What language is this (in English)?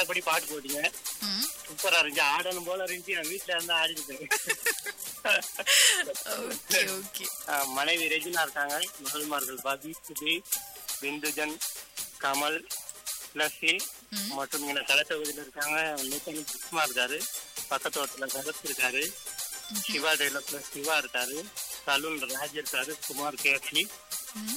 Tamil